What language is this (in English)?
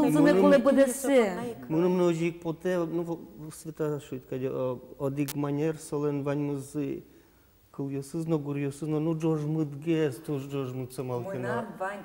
Udmurt